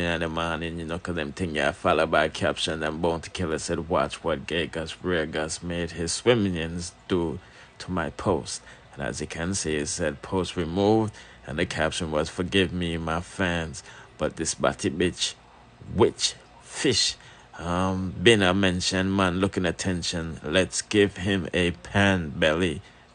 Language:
Jamaican Creole English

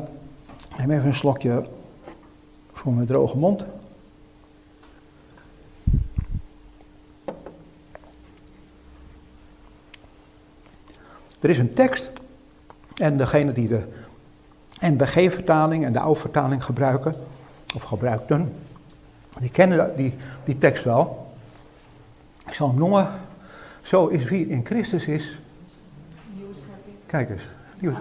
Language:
Dutch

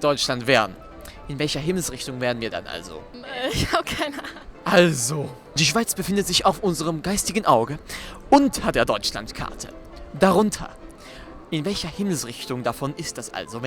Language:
Swiss German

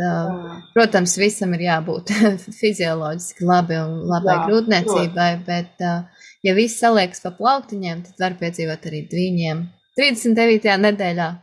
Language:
Latvian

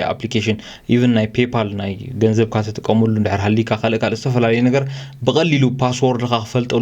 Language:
Tigrinya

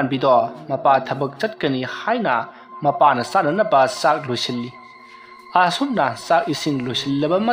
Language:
Manipuri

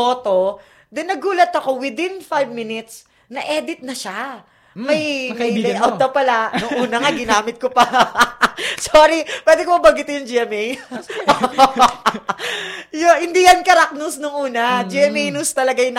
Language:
Filipino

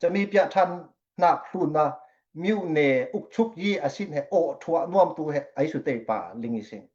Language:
Falam Chin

